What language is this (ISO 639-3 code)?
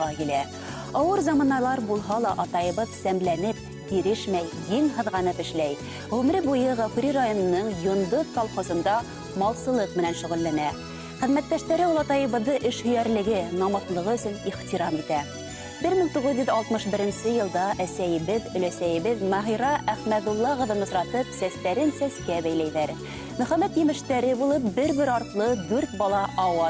bak